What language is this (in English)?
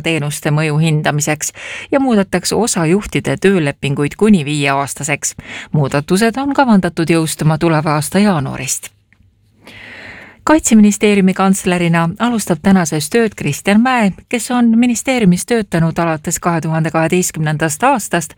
Estonian